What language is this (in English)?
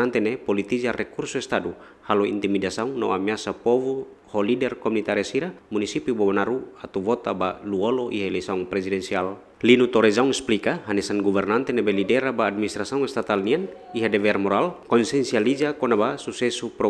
Tetum